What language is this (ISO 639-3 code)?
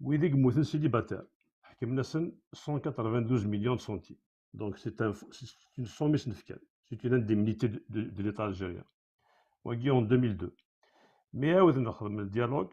kab